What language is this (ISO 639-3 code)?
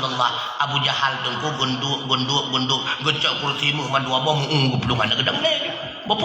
ace